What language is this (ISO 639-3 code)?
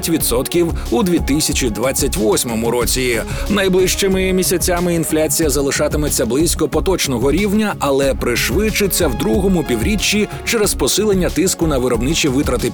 ukr